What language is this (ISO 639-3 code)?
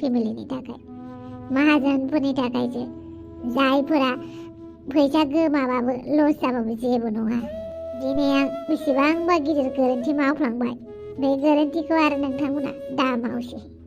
brx